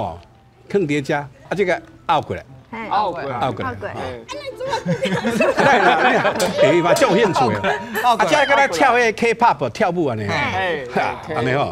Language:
Min Nan Chinese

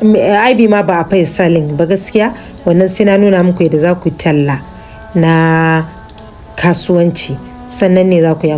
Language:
Hausa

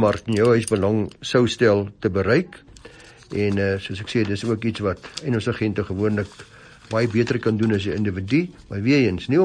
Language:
Afrikaans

